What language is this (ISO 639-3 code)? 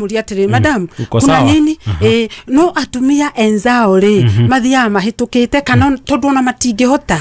kik